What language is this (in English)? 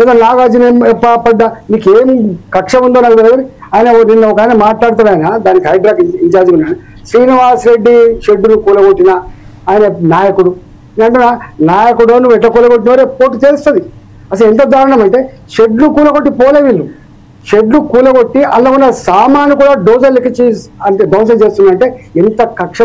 Telugu